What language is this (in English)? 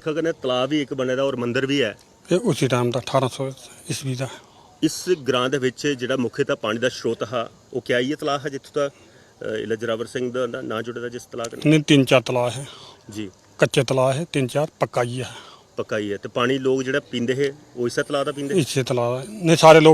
Dogri